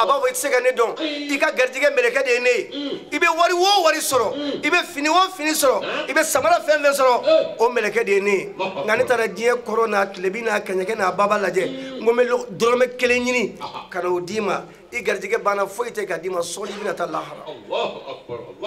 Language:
Bambara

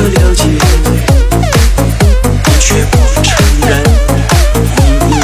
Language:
Chinese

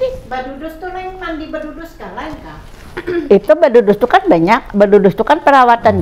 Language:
Banjar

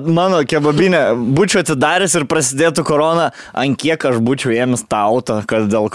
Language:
Lithuanian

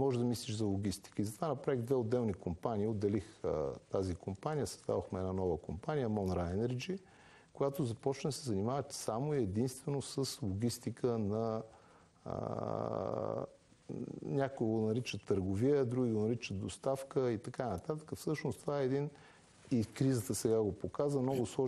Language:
Bulgarian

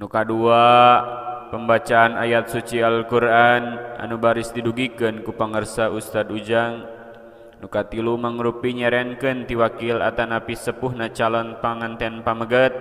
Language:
Sundanese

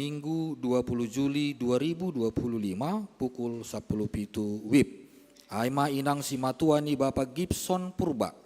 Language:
Batak Simalungun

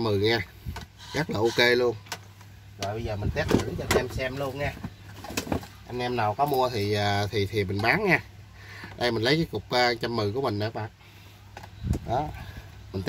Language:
Vietnamese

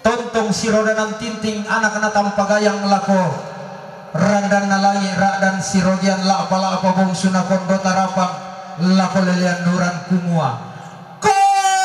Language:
Toraja-Sa'dan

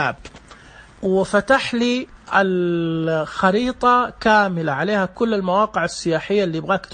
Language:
Najdi Arabic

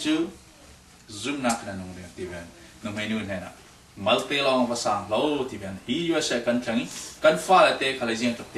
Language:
Falam Chin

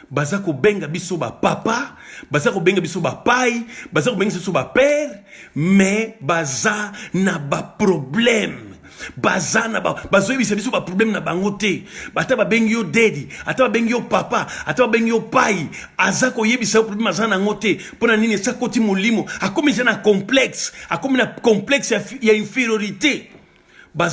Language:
Lingala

